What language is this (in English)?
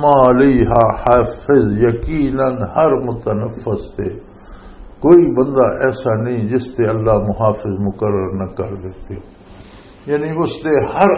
Western Panjabi